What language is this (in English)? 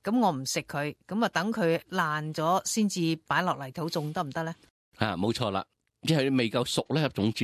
Cantonese